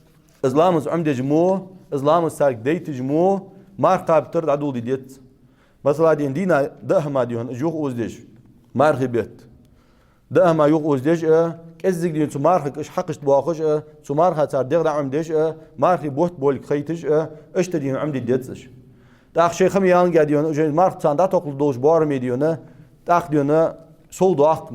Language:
Ingush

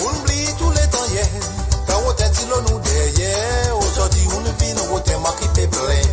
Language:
Morisyen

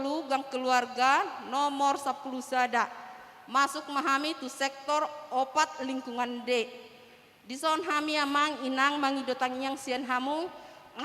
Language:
Batak Toba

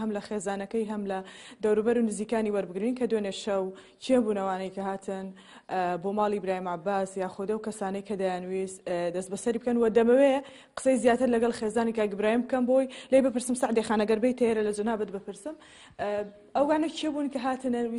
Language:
Central Kurdish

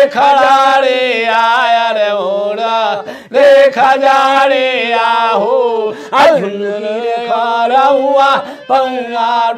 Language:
Bhojpuri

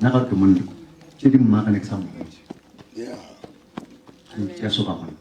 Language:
Northern Sotho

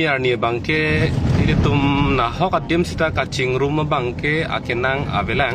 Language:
Karbi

